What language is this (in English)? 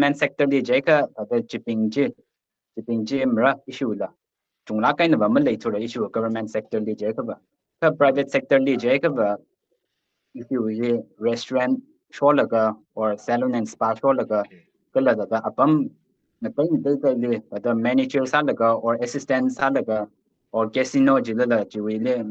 Tangkhul Naga (India)